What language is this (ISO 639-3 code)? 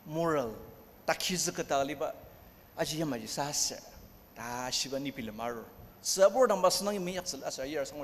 njo